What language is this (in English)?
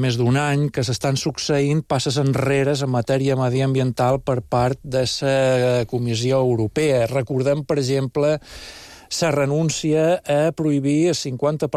Catalan